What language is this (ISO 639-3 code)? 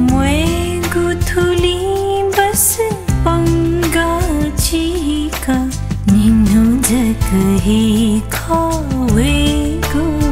new